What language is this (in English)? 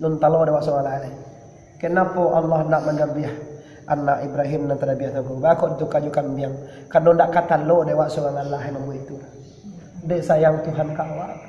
Minangkabau